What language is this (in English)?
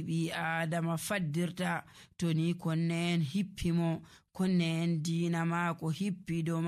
Nigerian Fulfulde